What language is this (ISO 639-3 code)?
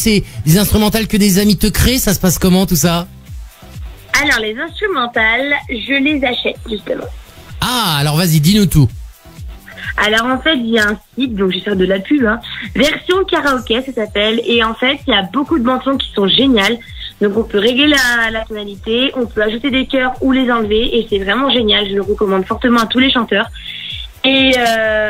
fra